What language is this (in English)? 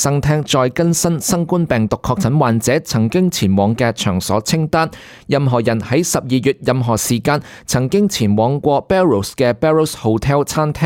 Cantonese